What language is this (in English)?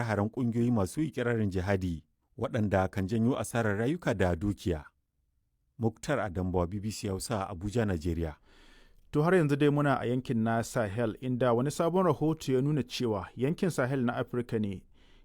Hausa